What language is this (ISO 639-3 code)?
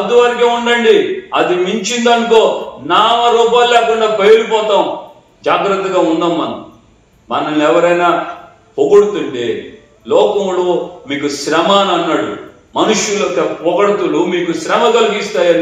tel